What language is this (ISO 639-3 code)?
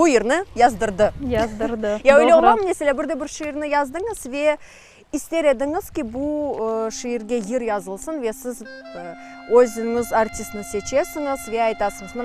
crh